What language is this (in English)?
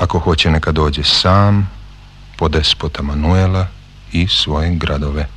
Serbian